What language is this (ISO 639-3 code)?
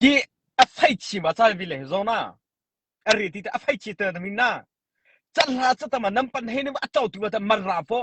mrh